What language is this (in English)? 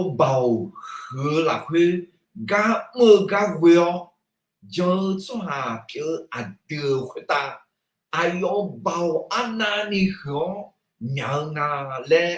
Akha